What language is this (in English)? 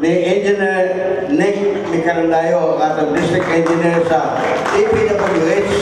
Cebuano